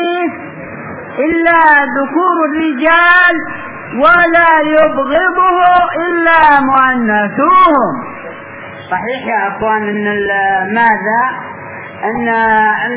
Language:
Arabic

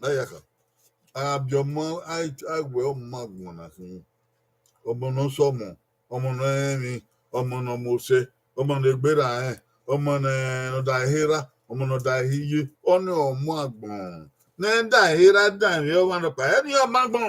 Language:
Bini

